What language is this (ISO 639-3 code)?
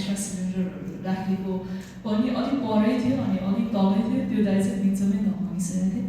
nep